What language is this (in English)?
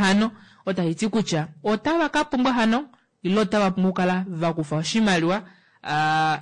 Kuanyama